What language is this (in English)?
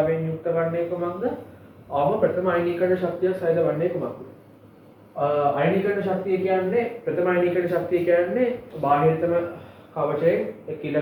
Sinhala